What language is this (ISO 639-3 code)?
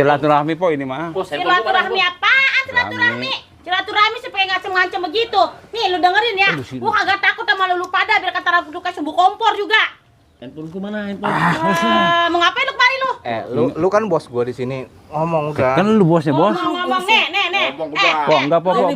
bew